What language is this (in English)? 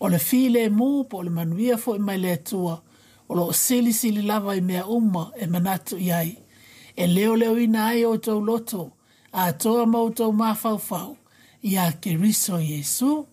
Samoan